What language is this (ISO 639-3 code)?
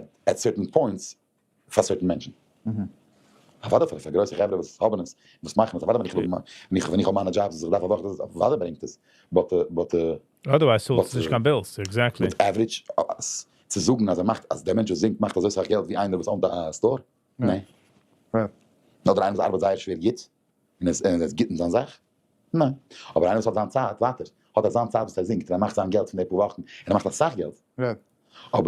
yid